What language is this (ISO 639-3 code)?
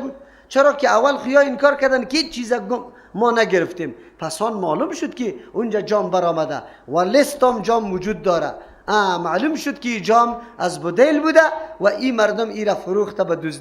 fas